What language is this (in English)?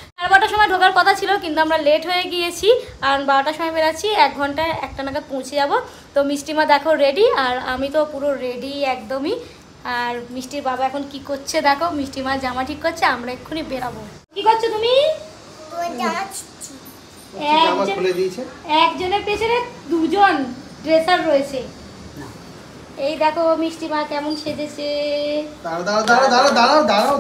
Bangla